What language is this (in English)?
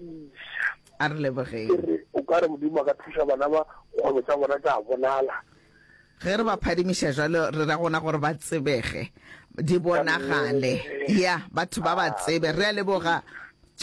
Northern Sotho